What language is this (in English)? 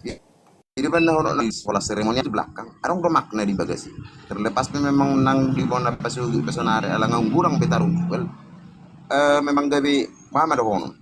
Batak Toba